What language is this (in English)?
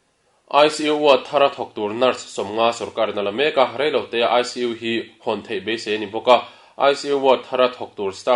Mizo